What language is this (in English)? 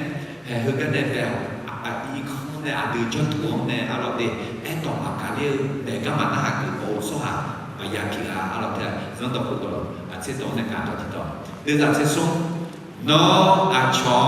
Akha